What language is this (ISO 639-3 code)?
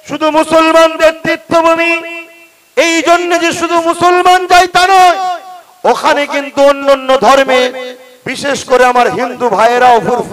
ben